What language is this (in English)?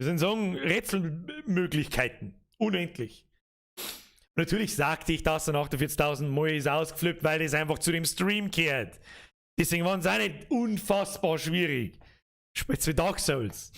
Bavarian